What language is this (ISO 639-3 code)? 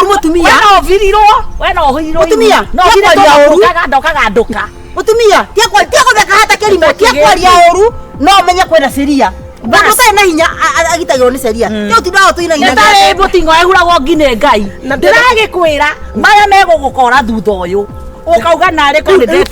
kik